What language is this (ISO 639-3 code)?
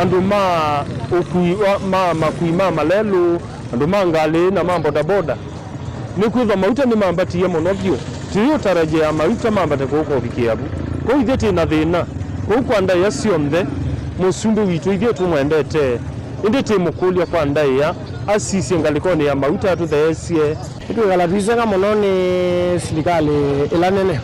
kam